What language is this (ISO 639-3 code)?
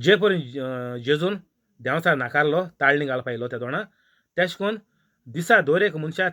kok